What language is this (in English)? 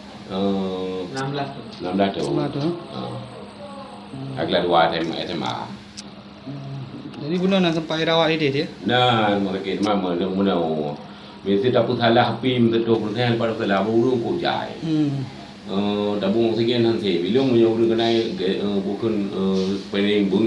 Achinese